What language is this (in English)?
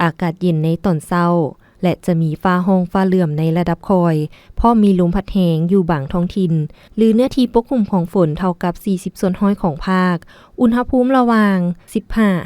Lao